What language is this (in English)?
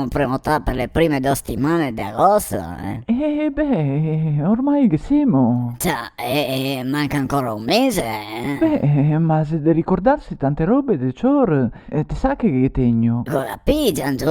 Venetian